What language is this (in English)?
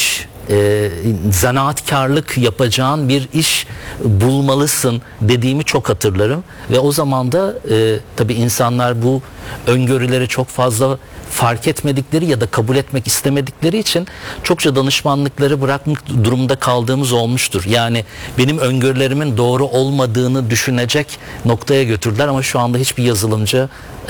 Turkish